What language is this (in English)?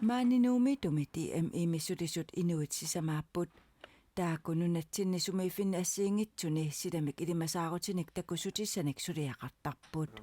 Kalaallisut